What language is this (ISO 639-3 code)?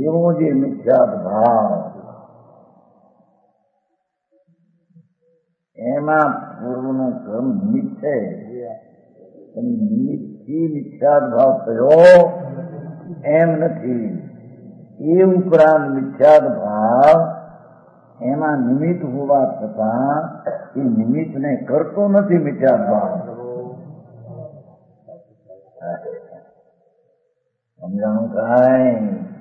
guj